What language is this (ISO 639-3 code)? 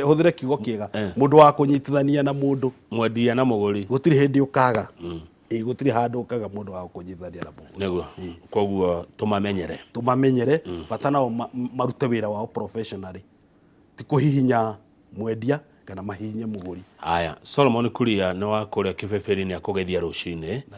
kik